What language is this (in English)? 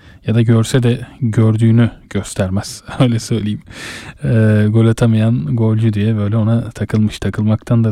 Turkish